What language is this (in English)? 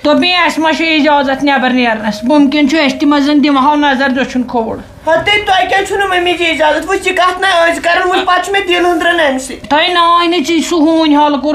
Kashmiri